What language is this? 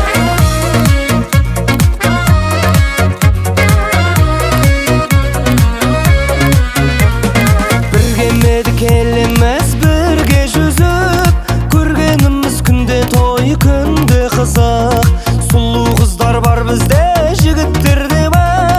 Kazakh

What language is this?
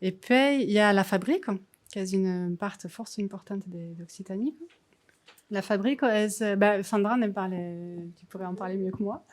Occitan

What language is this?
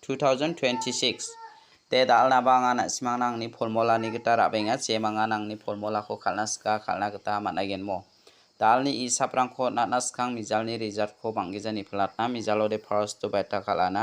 Garo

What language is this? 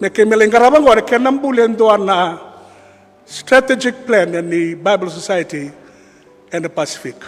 Fijian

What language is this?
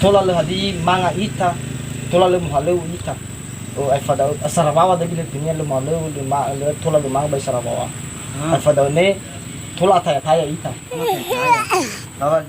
Nias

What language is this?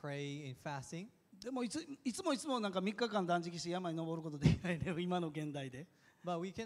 Japanese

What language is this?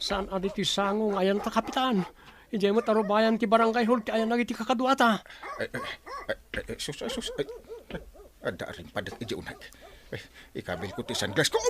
Iloko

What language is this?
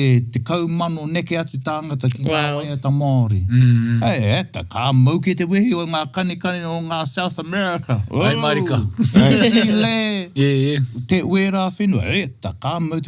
Māori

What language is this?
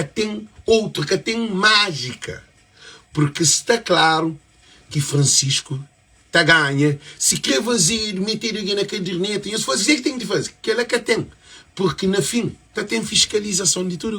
Kabuverdianu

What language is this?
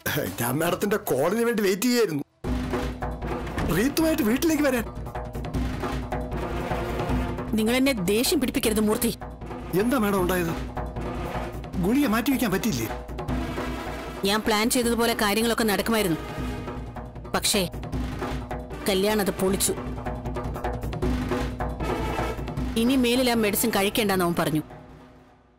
Malayalam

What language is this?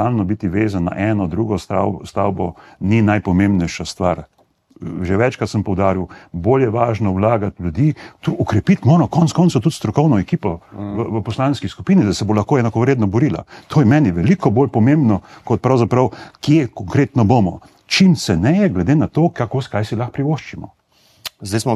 Slovenian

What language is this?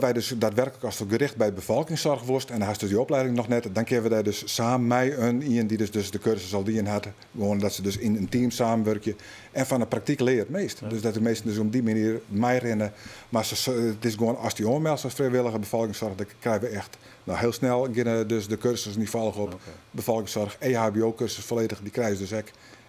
Western Frisian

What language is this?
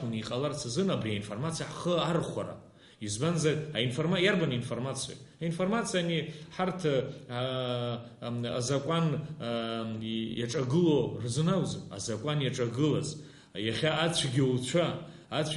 Abkhazian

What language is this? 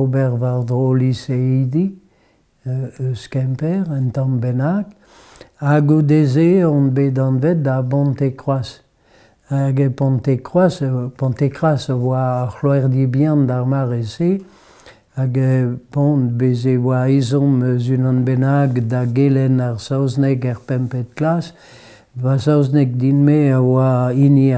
Breton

